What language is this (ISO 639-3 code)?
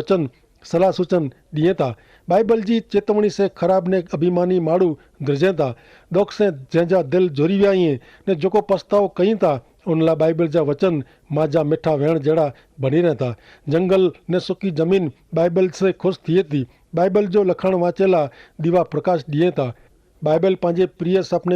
kfr